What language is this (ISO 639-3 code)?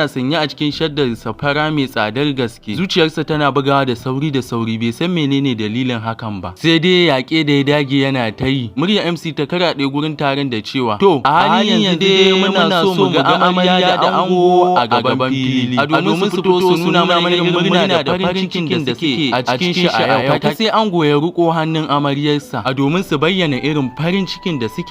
hau